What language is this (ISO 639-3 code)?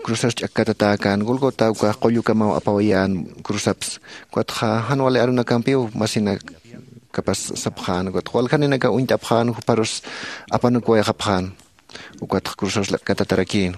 aym